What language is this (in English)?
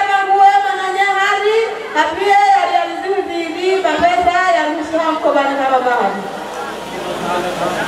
Swahili